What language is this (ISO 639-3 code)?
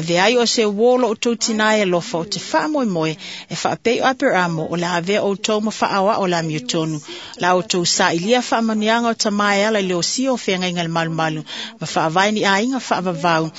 smo